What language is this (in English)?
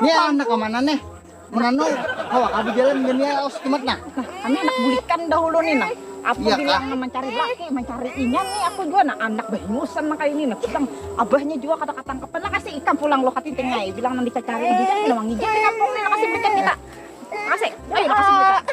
Banjar